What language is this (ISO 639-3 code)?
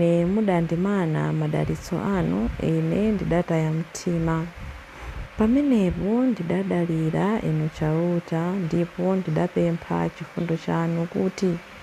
nya